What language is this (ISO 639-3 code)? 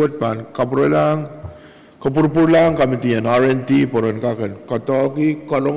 pon